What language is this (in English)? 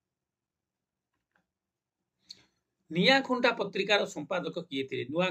Odia